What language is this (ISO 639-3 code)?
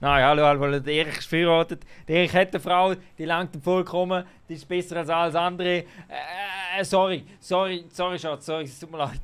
gsw